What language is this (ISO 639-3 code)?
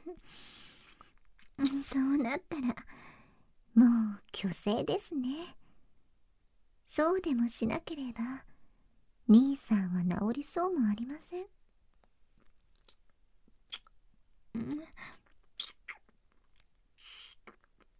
jpn